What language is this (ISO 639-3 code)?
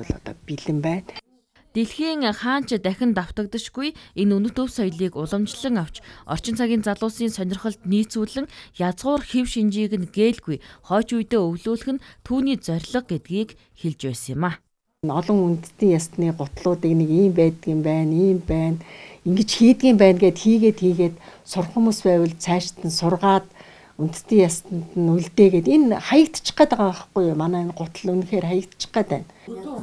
mon